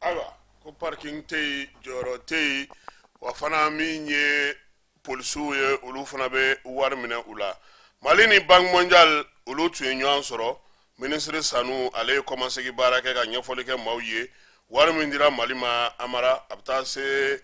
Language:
Bambara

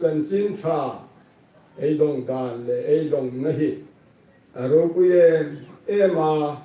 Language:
Hmar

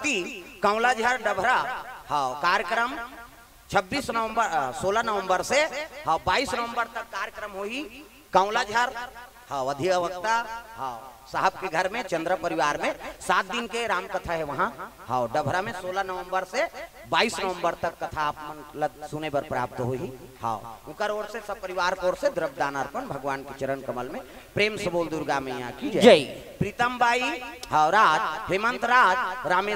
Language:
Chhattisgarhi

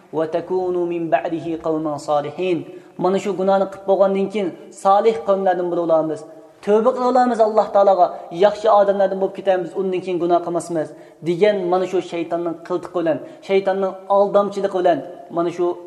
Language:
Uyghur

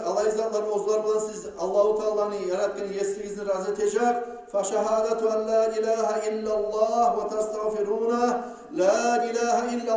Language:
Kumyk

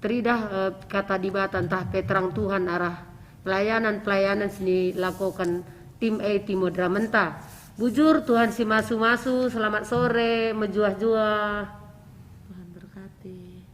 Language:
Batak Karo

